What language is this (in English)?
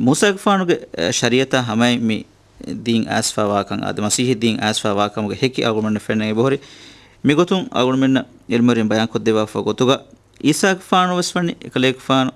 Divehi